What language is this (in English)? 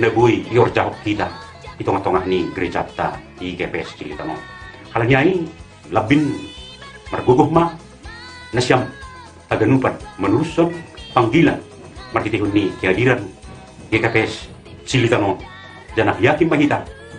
Batak Simalungun